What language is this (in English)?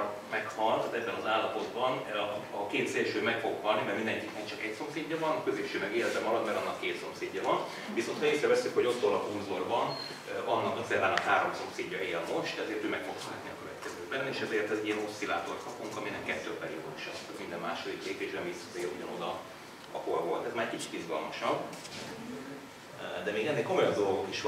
Hungarian